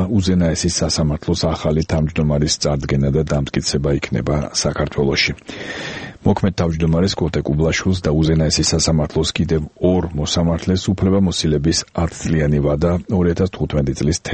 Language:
Georgian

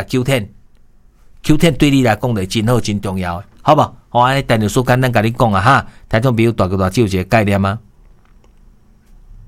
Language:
Min Nan Chinese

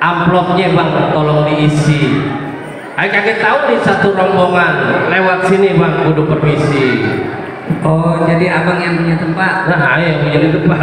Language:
Betawi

